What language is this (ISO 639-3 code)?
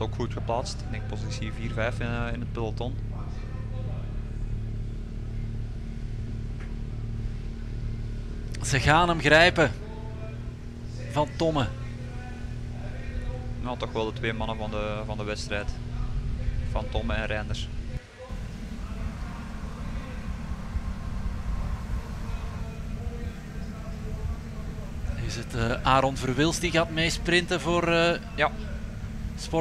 nld